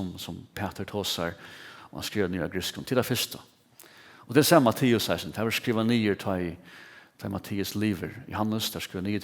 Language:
Faroese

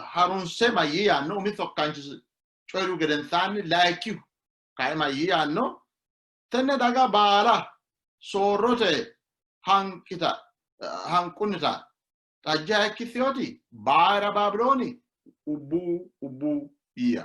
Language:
Sidamo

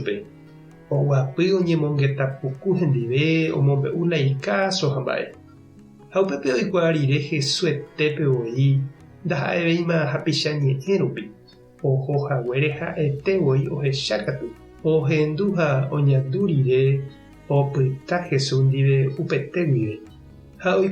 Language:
Guarani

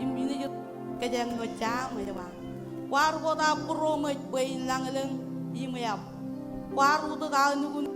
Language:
Marshallese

